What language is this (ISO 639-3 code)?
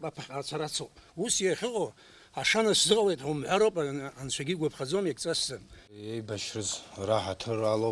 abk